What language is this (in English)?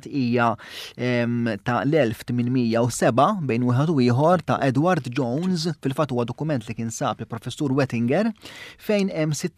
Maltese